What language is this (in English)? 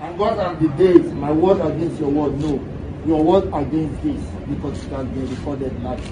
Nigerian Pidgin